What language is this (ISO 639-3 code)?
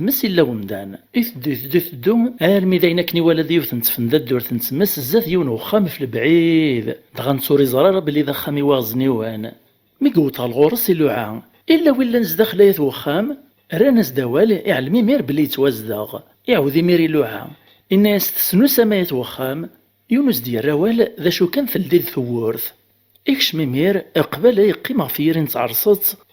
kab